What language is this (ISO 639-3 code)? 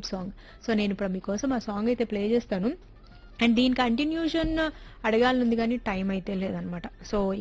tel